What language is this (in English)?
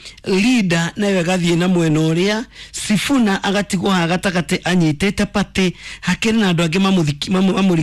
Kikuyu